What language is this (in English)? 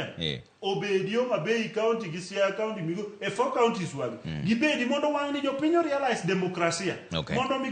Luo (Kenya and Tanzania)